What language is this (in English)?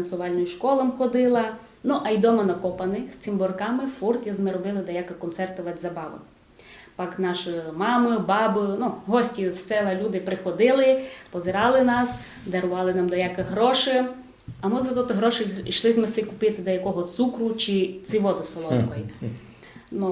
Rusyn